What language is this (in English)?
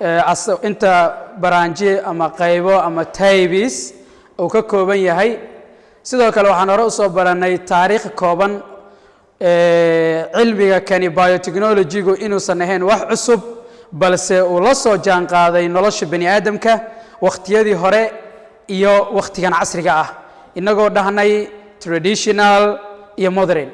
Somali